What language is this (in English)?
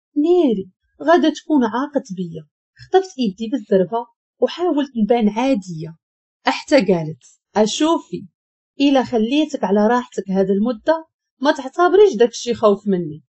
Moroccan Arabic